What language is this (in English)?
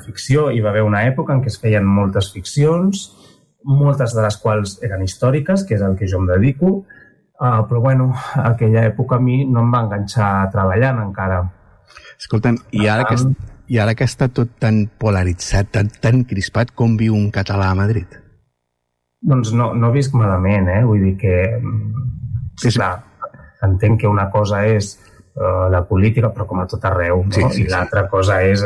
Catalan